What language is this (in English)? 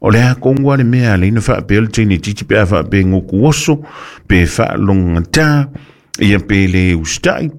Samoan